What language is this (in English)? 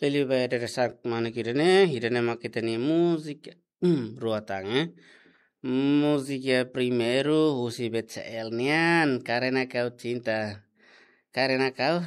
Tetum